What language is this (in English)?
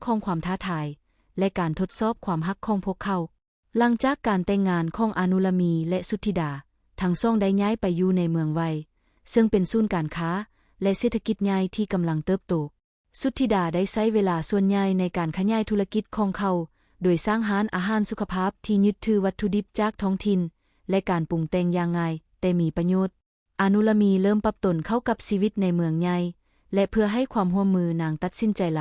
Lao